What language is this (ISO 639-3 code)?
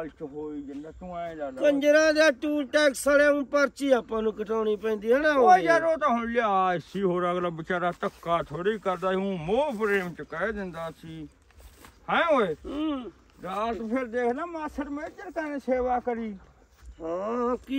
pan